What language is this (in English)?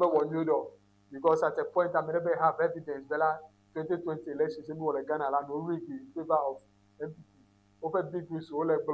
Ewe